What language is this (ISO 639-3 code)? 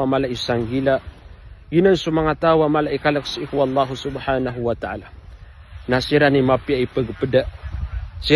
mrw